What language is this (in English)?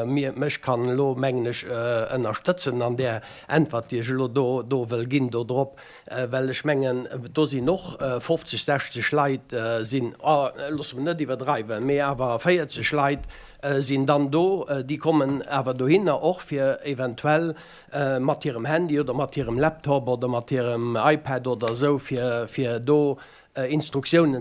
Luxembourgish